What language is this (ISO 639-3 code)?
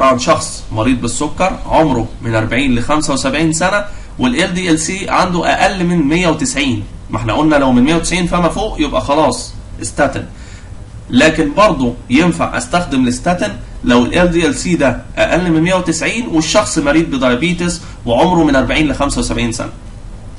arz